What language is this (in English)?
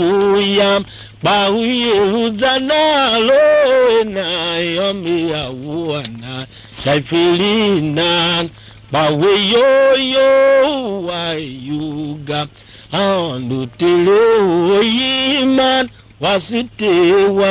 Tiv